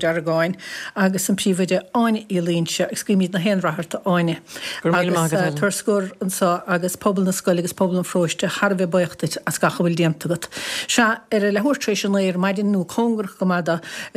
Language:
Irish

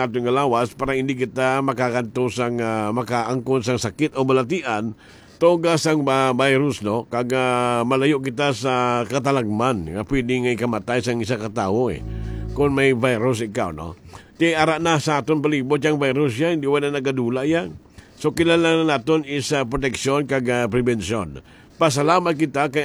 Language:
Hiligaynon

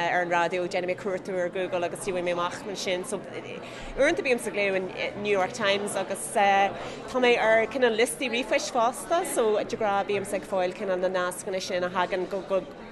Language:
Irish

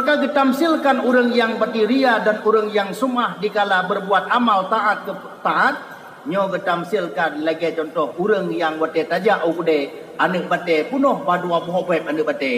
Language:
Achinese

